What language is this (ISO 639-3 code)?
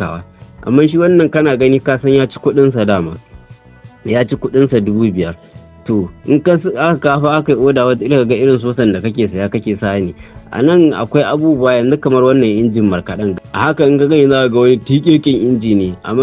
hau